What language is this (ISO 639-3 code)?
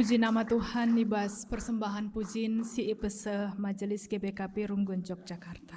btx